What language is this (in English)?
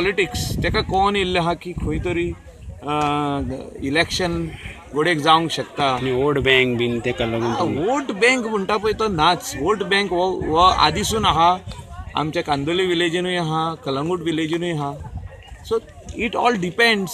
Konkani